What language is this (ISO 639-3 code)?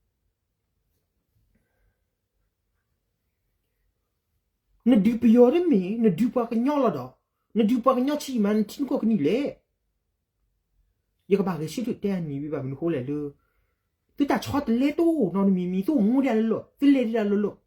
ksw